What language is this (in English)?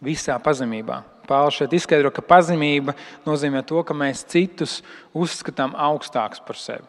Latvian